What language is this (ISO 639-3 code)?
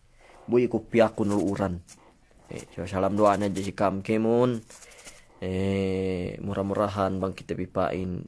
yka